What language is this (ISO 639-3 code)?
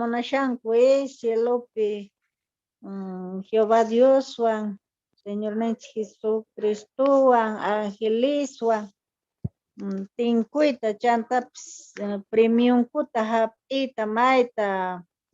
que